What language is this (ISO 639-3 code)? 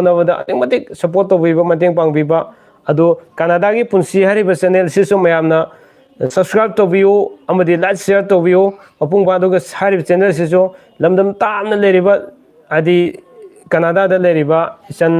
mni